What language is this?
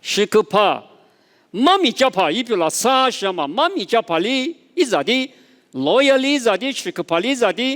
Lisu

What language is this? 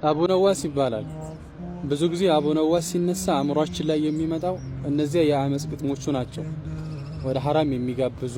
Amharic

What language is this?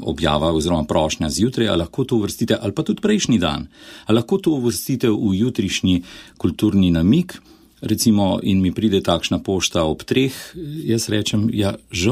Slovenian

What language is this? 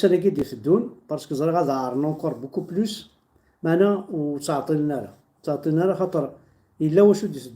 Kabyle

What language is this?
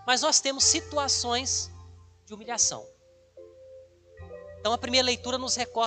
Portuguese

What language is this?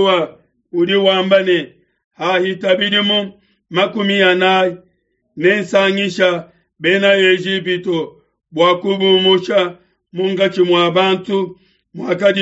Luba-Lulua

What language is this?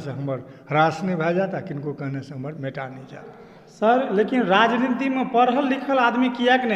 Maithili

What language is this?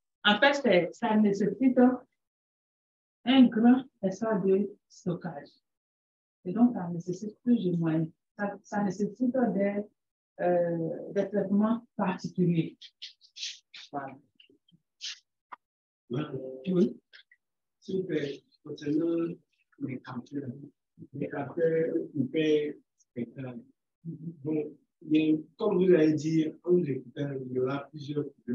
French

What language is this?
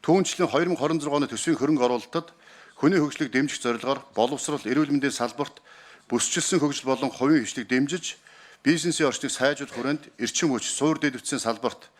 Mongolian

